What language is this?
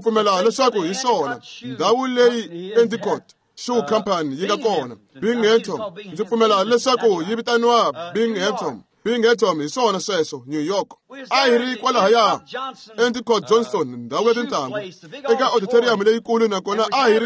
Tsonga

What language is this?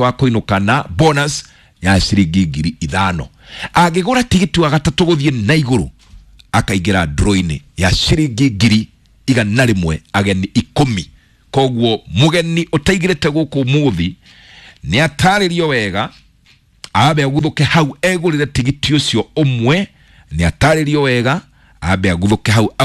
Kikuyu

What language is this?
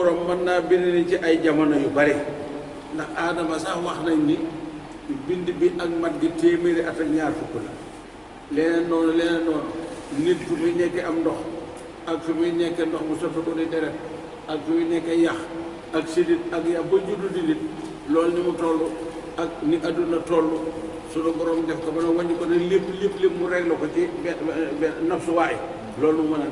Wolof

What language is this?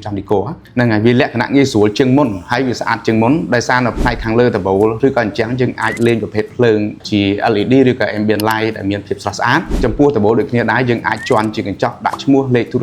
Khmer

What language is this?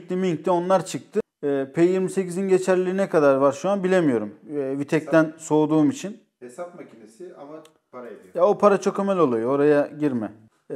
Turkish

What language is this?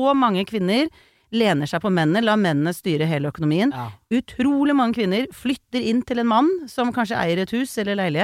Norwegian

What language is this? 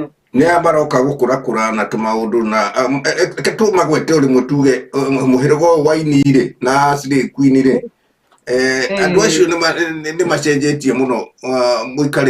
Kikuyu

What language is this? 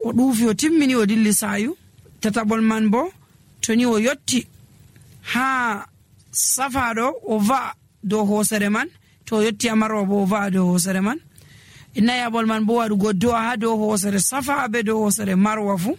Nigerian Fulfulde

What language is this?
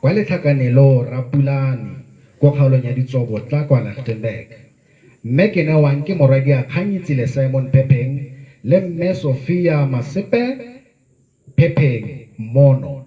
Tswana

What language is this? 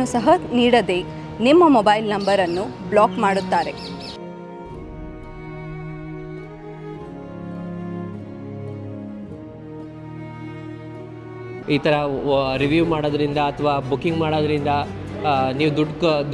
Kannada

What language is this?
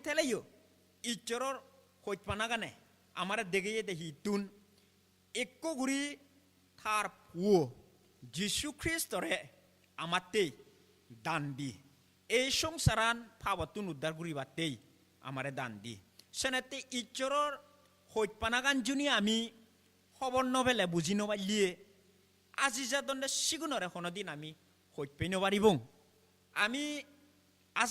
Chakma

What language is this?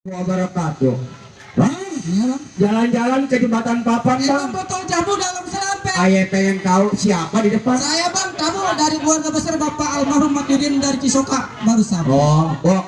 Betawi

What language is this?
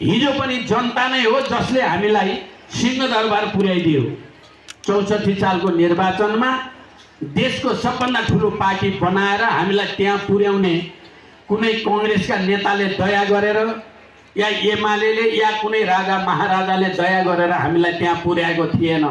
Nepali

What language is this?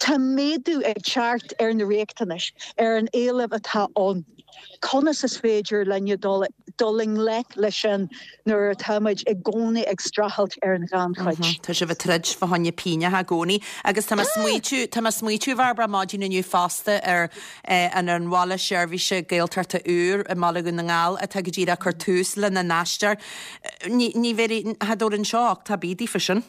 Irish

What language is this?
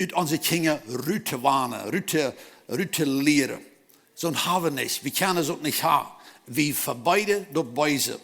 Plautdietsch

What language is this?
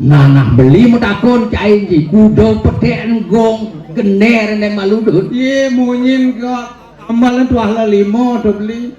Balinese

